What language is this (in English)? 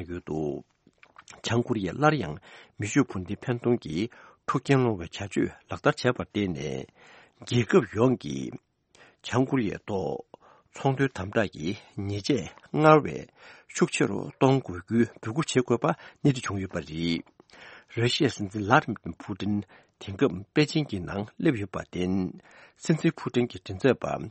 Tibetan